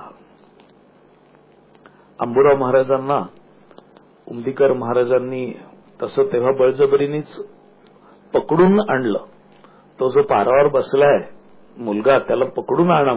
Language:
Marathi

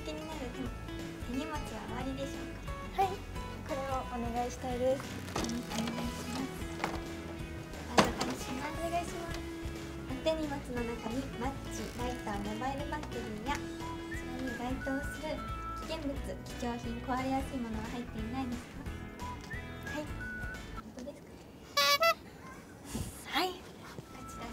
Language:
Japanese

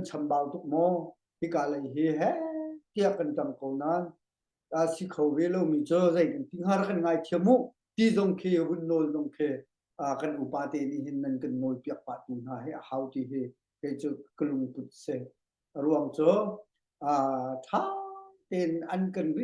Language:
Hakha Chin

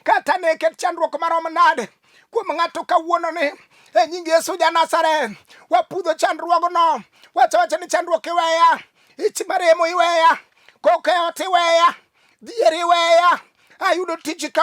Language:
Luo (Kenya and Tanzania)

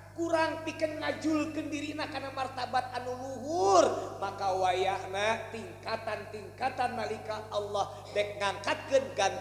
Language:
Sundanese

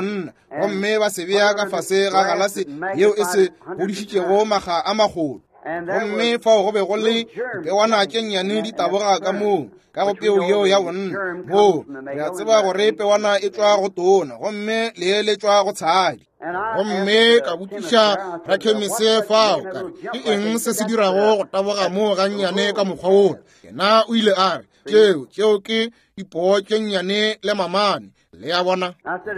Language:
Northern Sotho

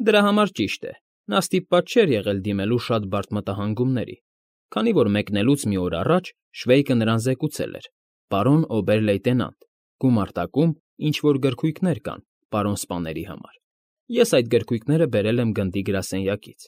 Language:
Armenian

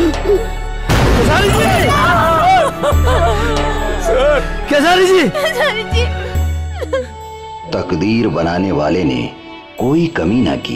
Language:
Bhojpuri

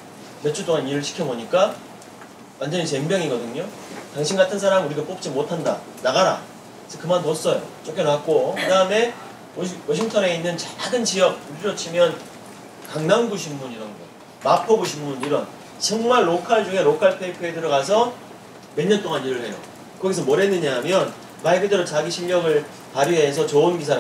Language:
Korean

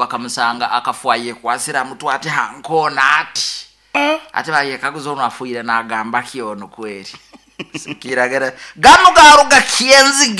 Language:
Nyoro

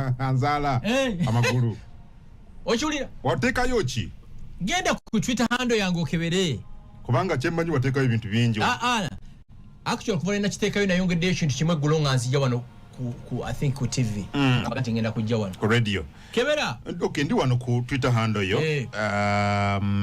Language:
Ganda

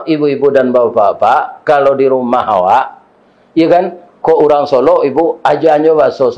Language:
Minangkabau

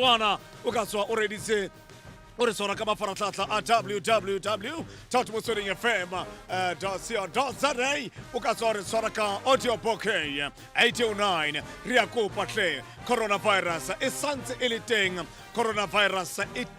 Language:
Tswana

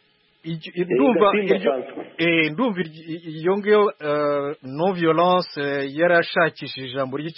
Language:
Kinyarwanda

